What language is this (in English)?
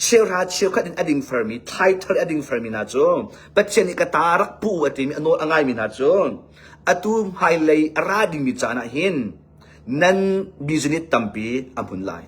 Hakha Chin